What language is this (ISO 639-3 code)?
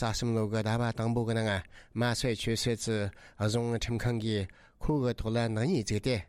bod